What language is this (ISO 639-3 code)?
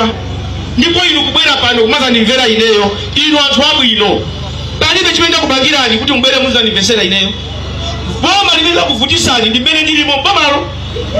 nya